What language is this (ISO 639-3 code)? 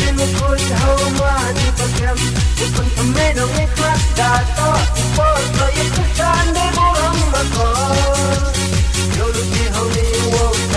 msa